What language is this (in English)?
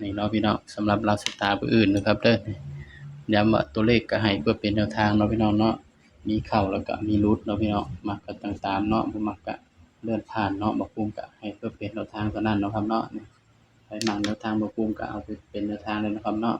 Northeastern Thai